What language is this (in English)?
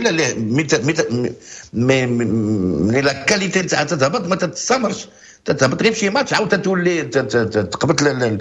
Moroccan Arabic